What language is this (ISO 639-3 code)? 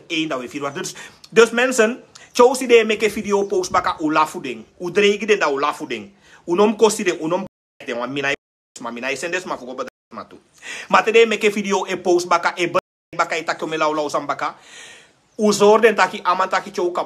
srn